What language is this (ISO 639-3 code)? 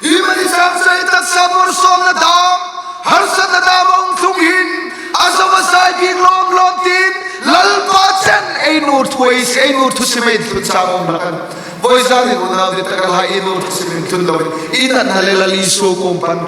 hmr